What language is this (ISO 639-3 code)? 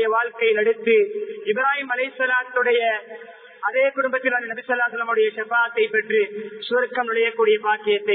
tam